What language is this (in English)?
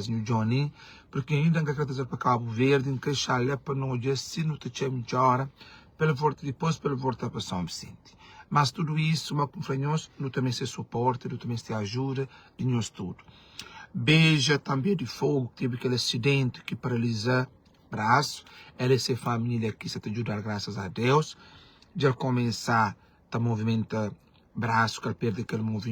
Kabuverdianu